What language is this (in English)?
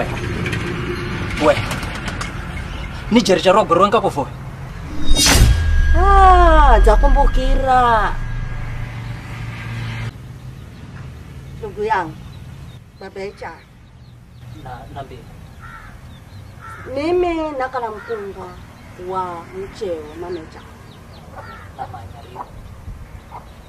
Swahili